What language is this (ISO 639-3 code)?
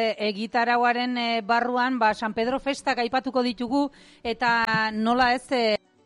eus